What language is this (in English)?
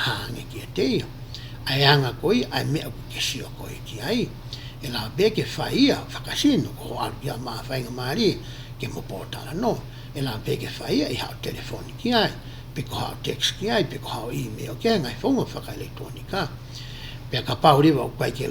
Tongan